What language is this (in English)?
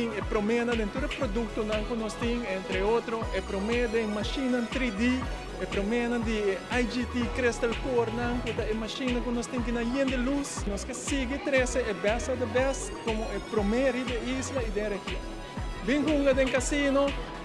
Papiamento